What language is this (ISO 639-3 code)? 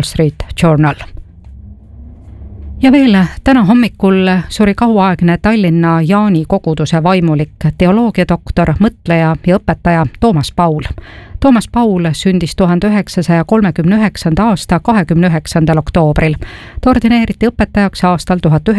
est